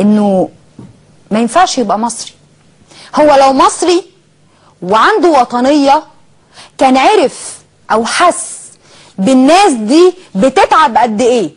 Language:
Egyptian Arabic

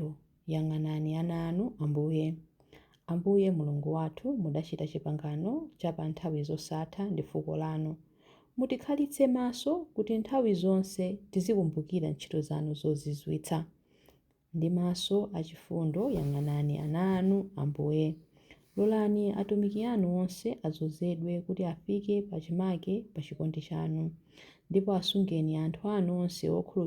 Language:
Nyanja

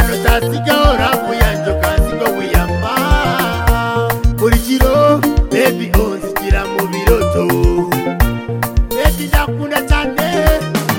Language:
Kinyarwanda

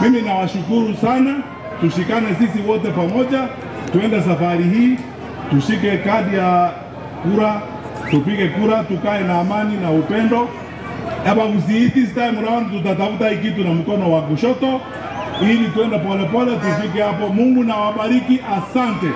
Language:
Gusii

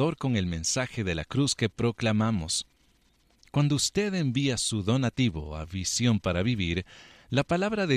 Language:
Spanish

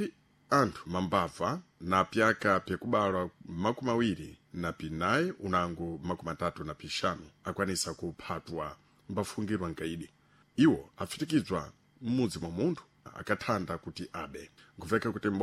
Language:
Sena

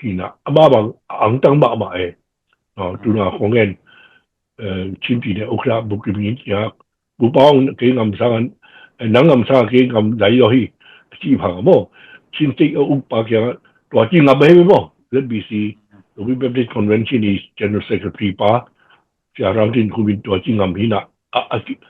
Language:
Tedim Chin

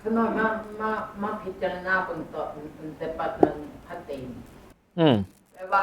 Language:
Northeastern Thai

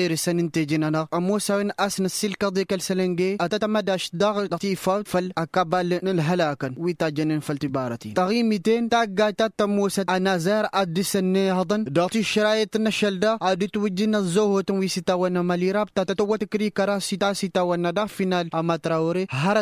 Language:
Tamasheq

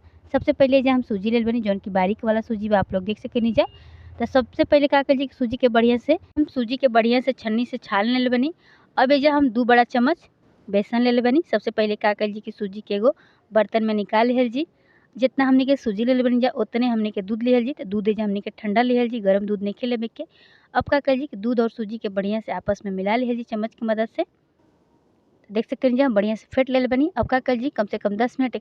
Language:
Bhojpuri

